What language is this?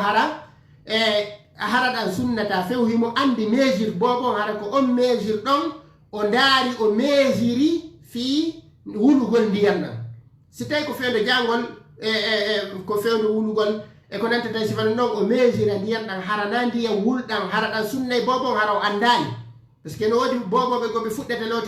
Fula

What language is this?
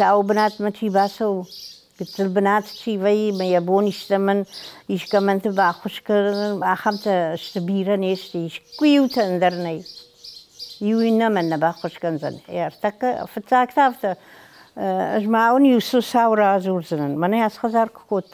Ossetic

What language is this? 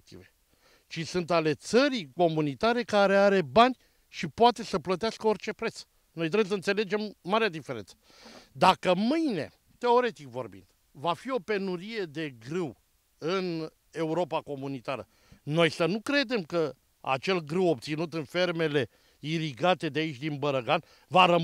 Romanian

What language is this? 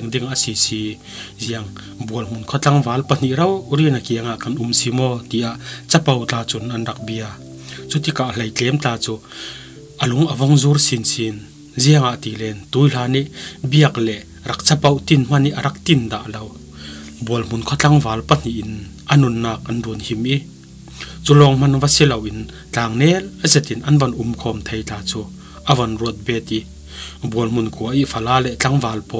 Falam Chin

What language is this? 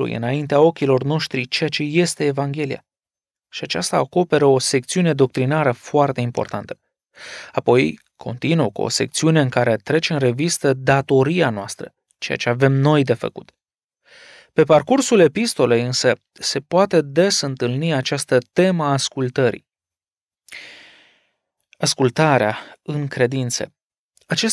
Romanian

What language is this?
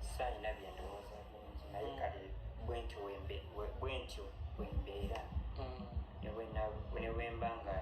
Ganda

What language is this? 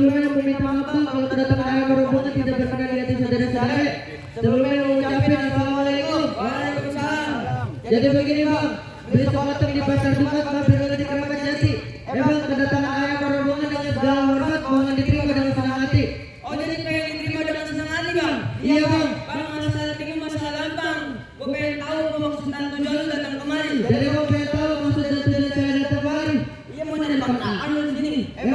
Betawi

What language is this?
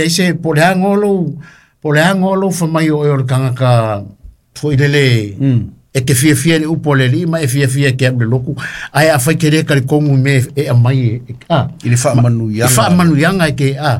Samoan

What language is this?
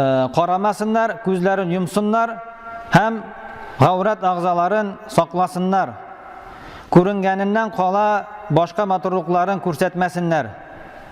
Tatar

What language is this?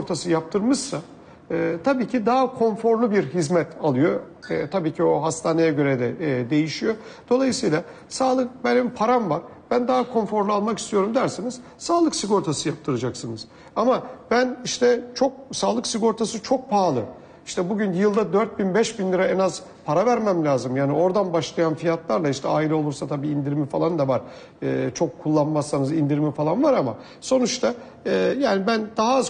Turkish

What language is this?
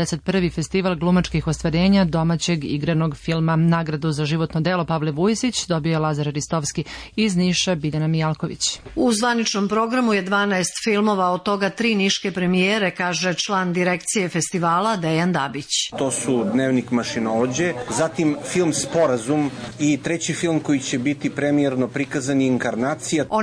Serbian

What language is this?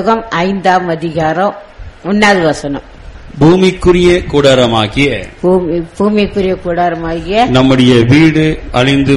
Tamil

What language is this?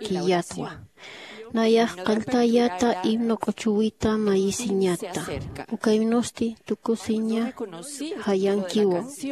Aymara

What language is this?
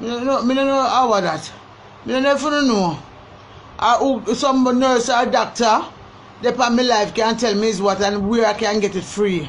Jamaican Creole English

